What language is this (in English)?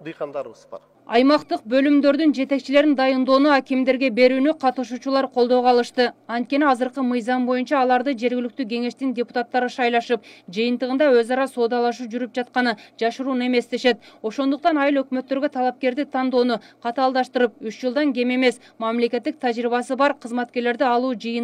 Kyrgyz